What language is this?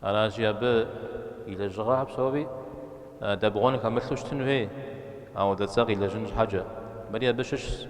Kabardian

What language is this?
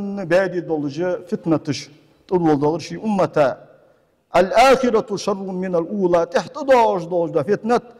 Ingush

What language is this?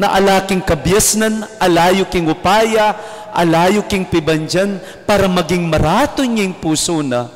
Pampanga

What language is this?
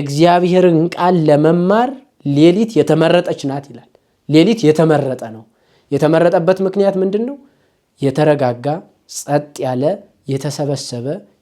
Amharic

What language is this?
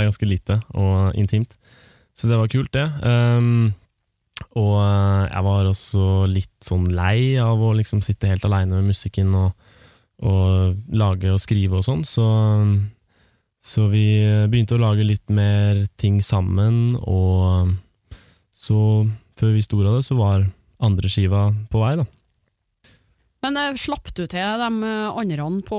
Norwegian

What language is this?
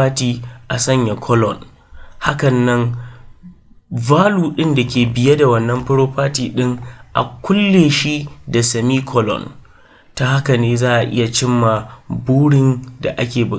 Hausa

